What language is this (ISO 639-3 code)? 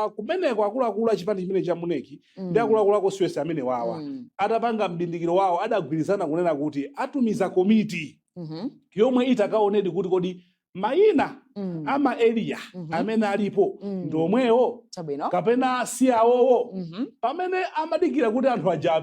nya